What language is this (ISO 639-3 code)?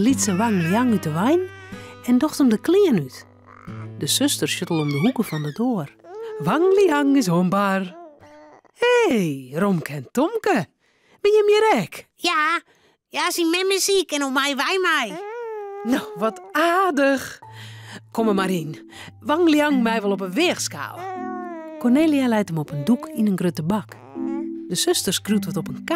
fry